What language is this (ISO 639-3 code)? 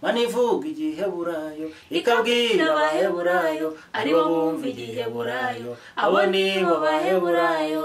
kin